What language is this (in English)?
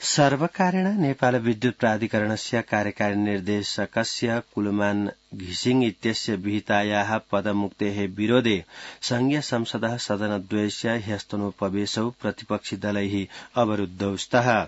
Sanskrit